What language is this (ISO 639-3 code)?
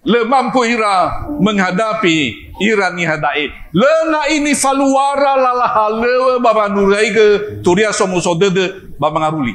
nia